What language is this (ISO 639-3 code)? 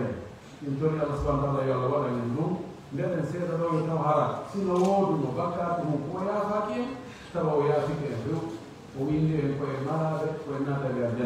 fuf